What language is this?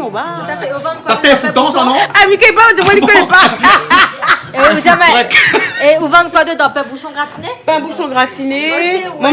Réunion Creole French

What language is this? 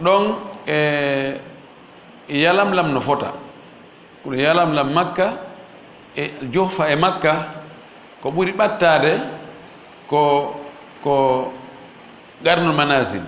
Fula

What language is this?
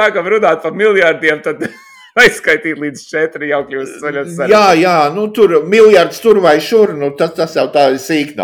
Latvian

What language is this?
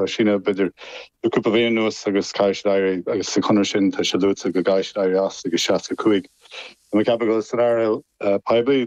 Irish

